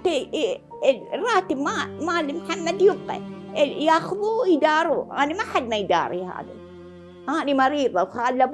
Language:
Mesopotamian Arabic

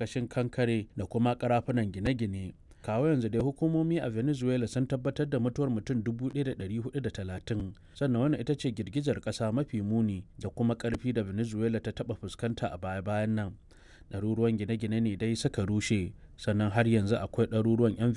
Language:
Hausa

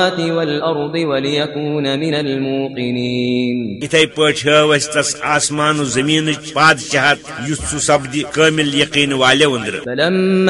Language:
Kashmiri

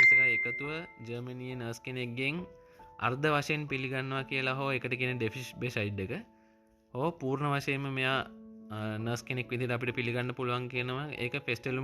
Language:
Sinhala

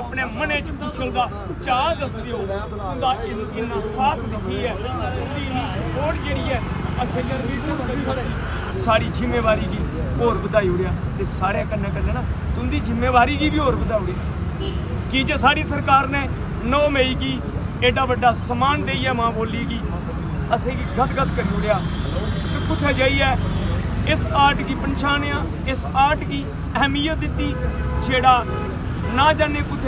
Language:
Dogri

